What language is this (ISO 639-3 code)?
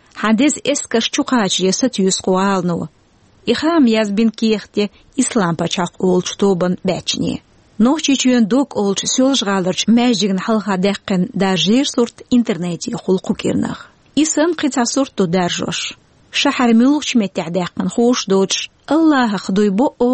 che